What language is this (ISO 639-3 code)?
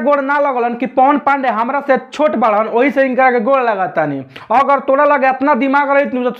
bho